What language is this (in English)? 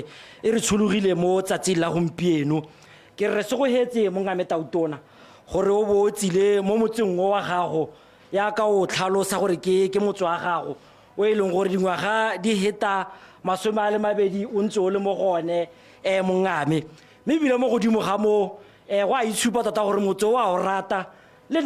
Tswana